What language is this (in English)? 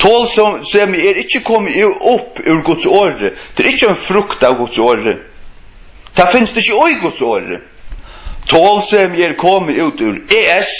Faroese